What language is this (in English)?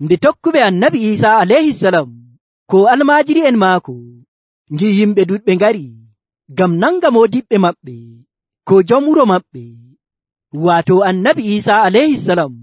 Nigerian Fulfulde